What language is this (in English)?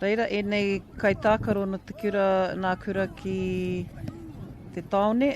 Māori